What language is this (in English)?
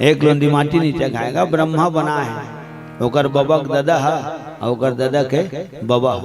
Chhattisgarhi